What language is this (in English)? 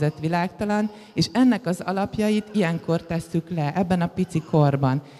Hungarian